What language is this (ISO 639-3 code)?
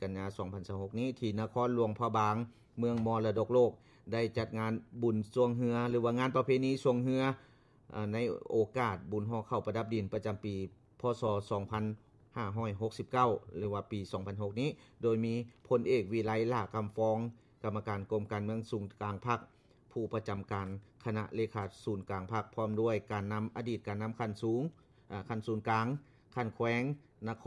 lao